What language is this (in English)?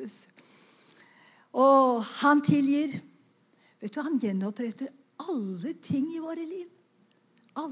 Norwegian